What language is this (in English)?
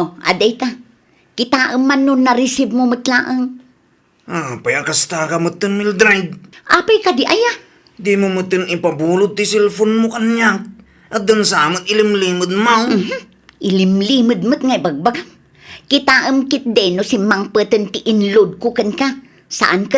Iloko